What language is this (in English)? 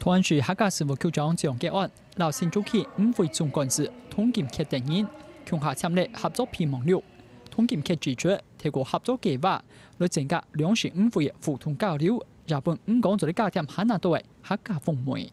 Hakka Chinese